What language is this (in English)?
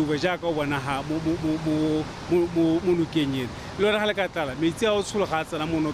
Tswana